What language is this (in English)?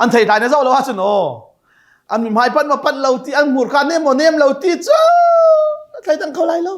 Hakha Chin